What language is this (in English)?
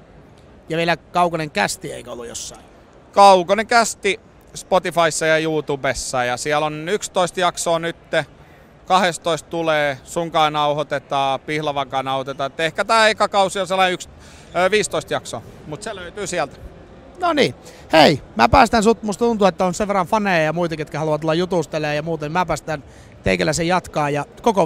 Finnish